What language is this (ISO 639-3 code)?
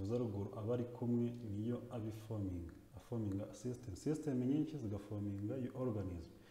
kin